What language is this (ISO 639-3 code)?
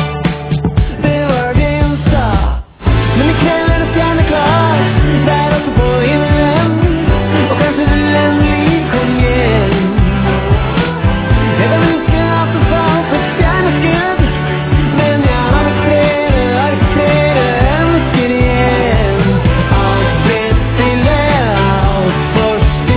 nor